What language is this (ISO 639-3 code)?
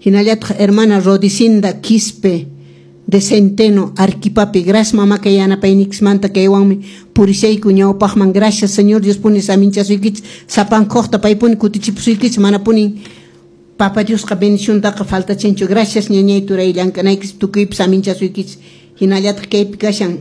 que